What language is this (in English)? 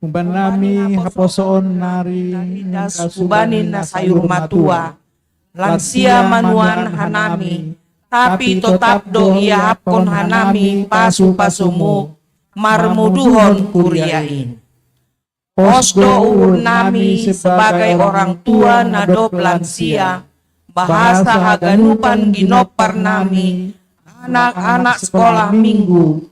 Batak Simalungun